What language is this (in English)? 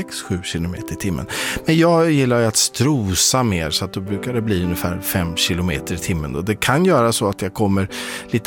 Swedish